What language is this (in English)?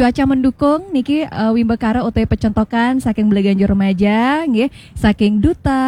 Balinese